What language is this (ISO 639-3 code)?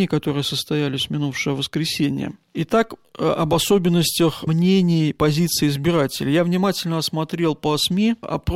rus